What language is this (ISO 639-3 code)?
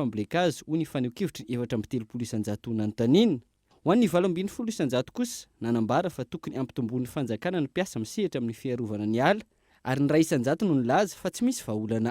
mlg